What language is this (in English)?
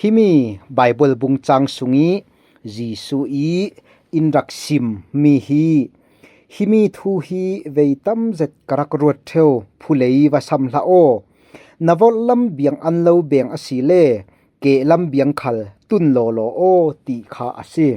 Falam Chin